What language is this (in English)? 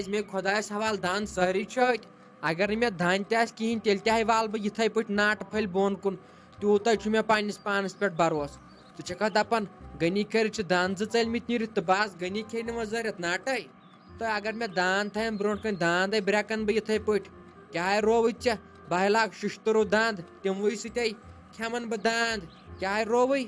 Kashmiri